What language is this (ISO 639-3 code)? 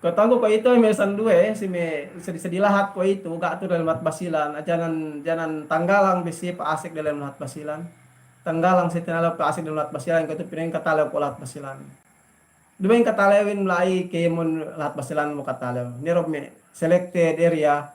yka